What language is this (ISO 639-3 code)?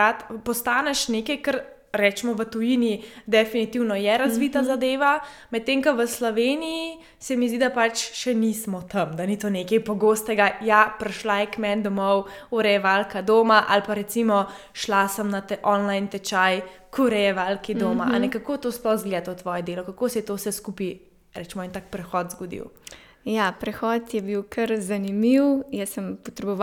slv